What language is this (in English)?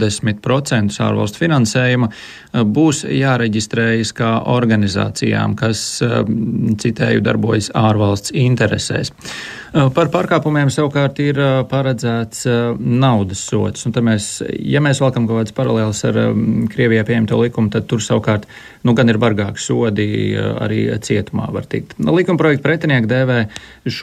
Latvian